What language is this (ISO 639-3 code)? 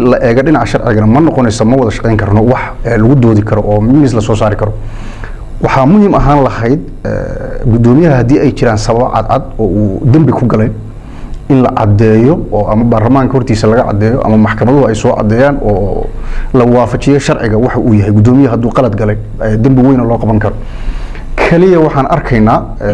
som